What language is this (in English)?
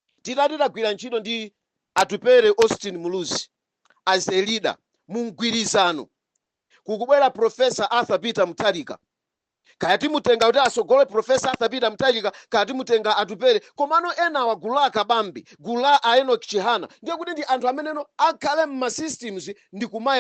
Nyanja